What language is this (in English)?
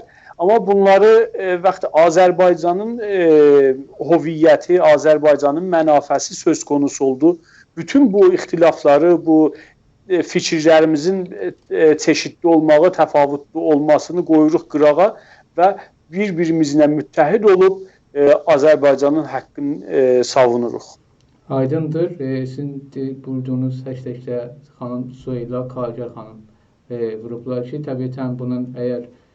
South Azerbaijani